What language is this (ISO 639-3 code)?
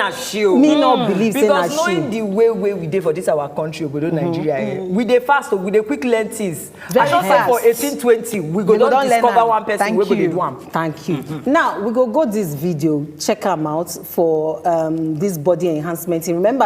pcm